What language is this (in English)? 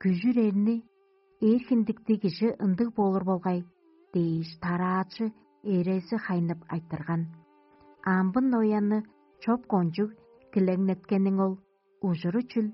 Tuvinian